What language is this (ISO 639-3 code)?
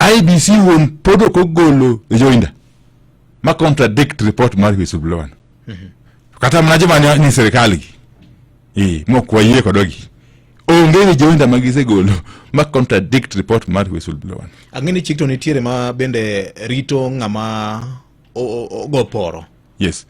luo